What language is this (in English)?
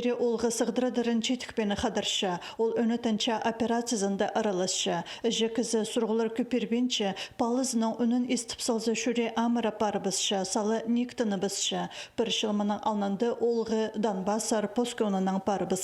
Khakas